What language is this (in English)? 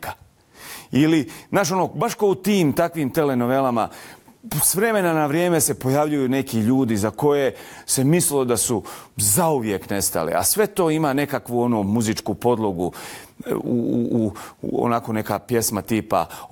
Bosnian